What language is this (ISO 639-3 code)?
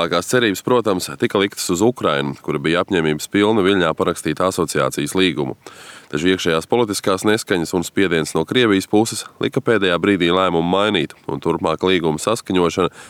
lav